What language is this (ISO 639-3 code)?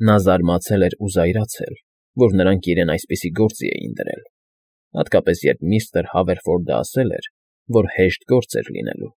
hye